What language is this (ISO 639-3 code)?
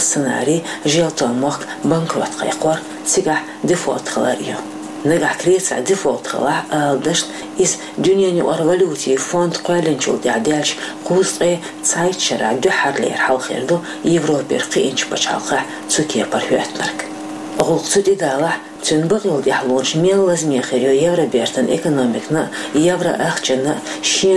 che